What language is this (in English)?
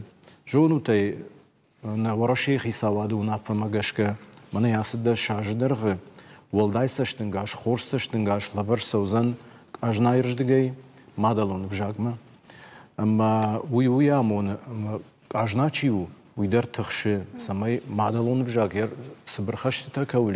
Ossetic